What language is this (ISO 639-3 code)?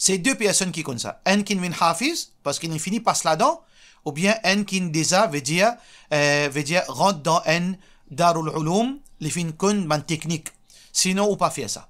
mfe